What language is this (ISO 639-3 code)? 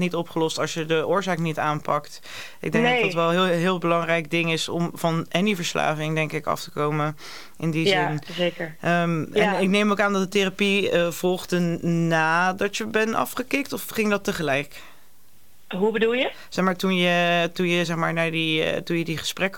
nld